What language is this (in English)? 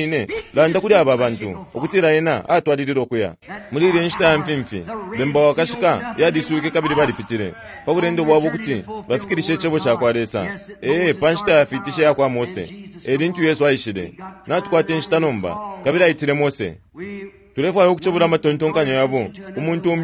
Bemba